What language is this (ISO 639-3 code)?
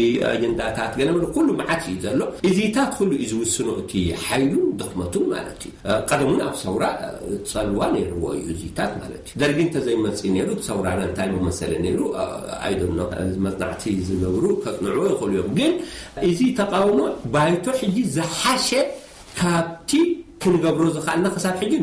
tir